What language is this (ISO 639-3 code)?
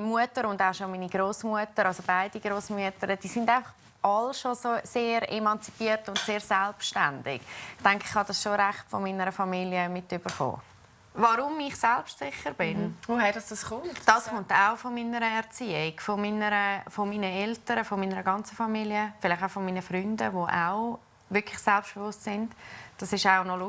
gsw